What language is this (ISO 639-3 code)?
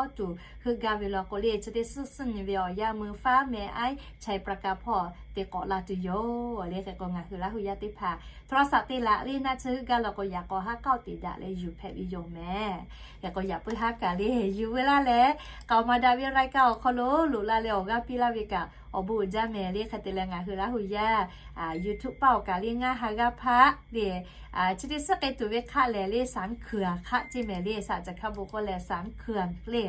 lhu